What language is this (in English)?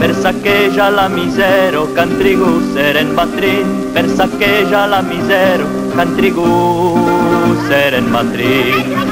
Occitan